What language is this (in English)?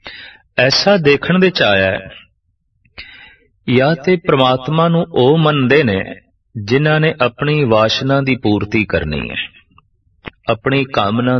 Punjabi